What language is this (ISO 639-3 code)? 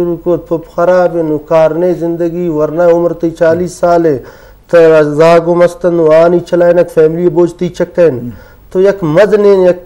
bgp